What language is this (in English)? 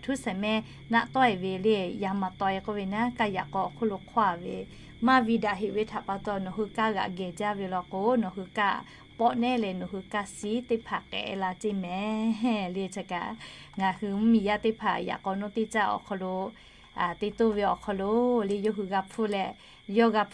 Lahu